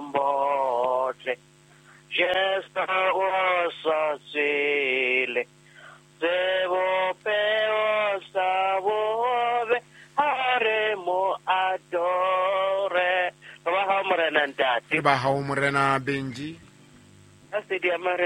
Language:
Southern Sotho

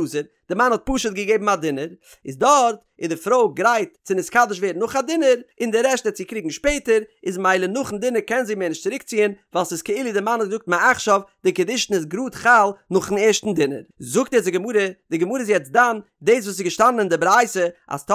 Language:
Yiddish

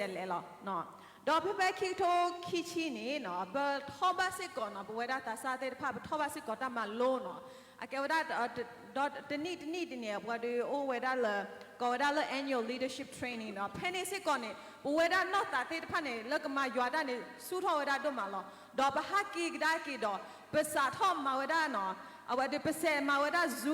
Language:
S'gaw Karen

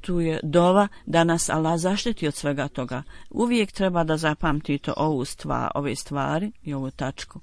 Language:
Bosnian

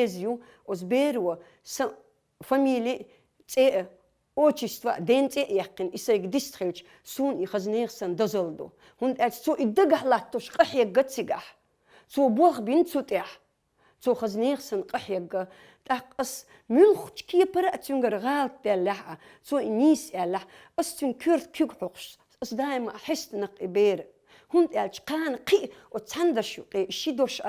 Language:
Chechen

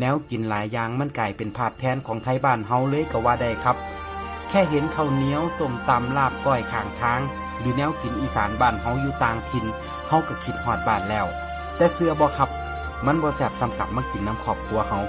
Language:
Northeastern Thai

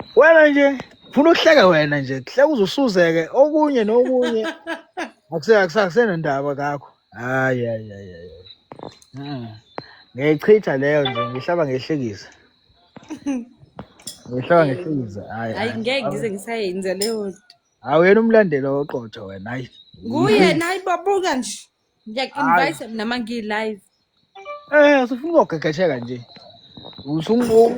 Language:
Zulu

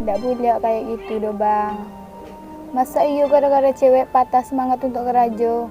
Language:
Minangkabau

